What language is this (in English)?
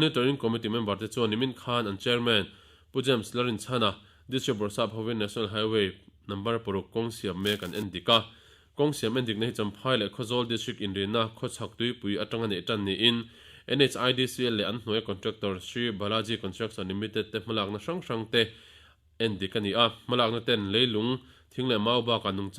Mizo